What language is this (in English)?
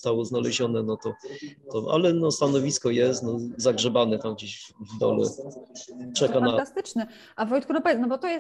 Polish